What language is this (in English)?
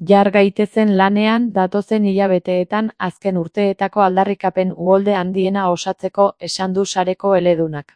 Basque